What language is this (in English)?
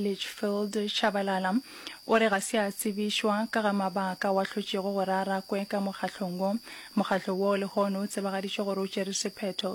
Northern Sotho